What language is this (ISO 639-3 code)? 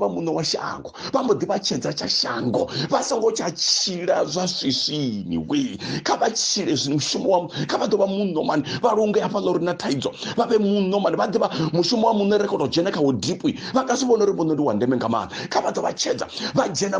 ven